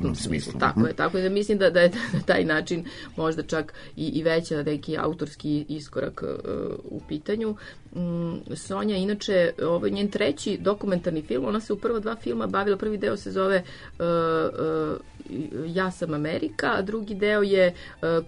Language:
Serbian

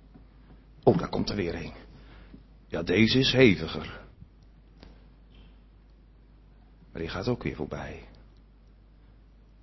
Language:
Dutch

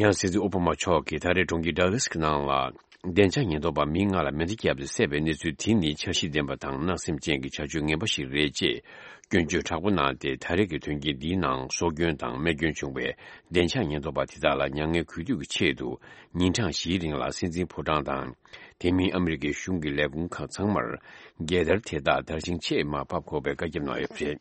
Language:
Tibetan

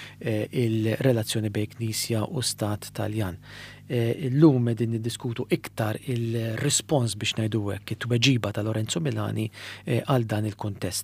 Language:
Maltese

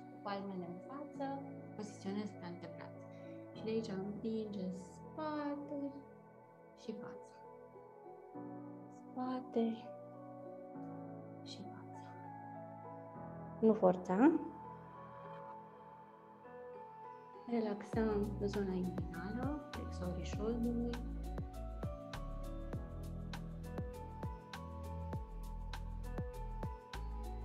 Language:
Romanian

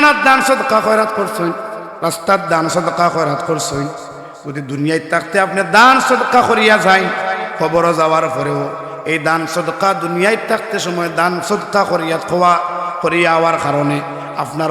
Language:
Sylheti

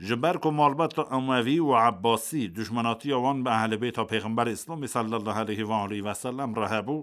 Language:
Kurdish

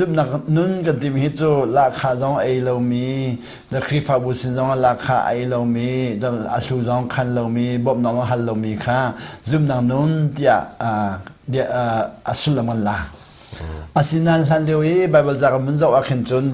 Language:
Hakha Chin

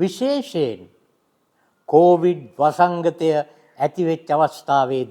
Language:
Sinhala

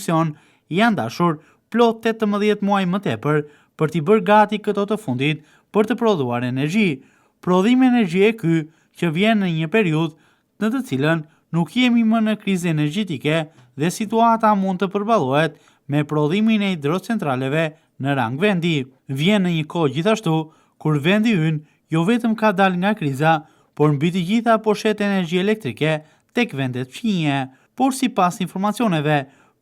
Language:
Albanian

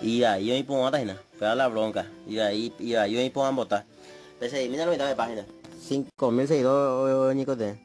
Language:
Guarani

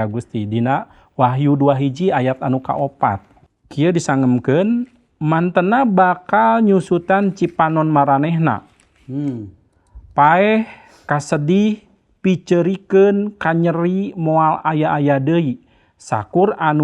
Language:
Sundanese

